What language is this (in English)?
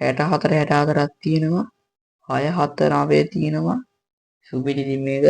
Sinhala